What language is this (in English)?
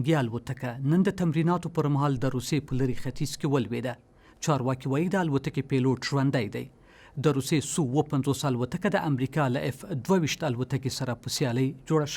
Pashto